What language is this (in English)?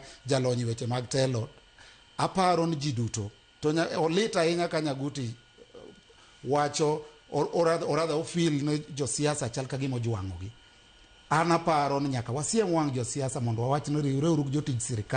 Luo (Kenya and Tanzania)